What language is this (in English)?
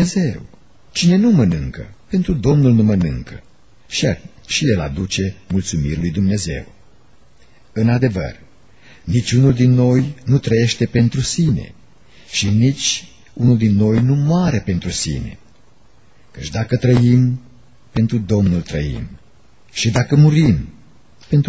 Romanian